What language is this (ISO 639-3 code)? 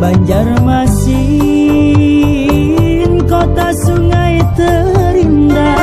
bjn